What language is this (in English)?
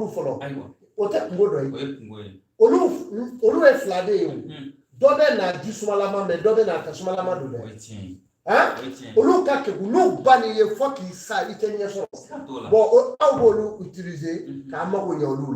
Bambara